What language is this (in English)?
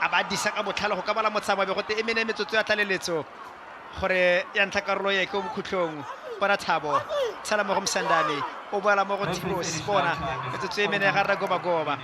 Tswana